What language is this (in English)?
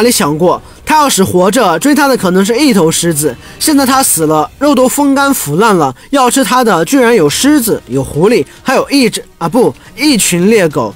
Chinese